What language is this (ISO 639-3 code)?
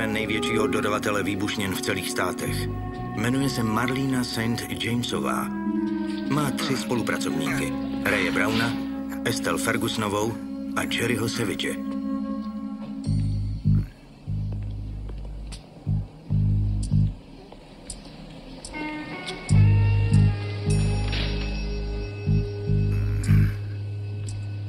ces